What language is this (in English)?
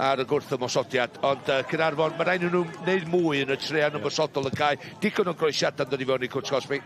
Welsh